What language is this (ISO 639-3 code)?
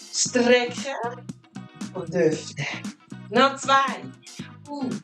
gsw